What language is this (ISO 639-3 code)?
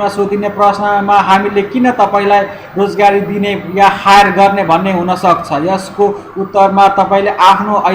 nep